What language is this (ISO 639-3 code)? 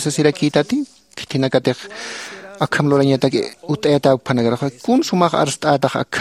aym